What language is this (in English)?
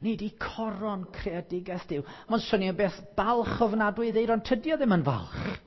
Welsh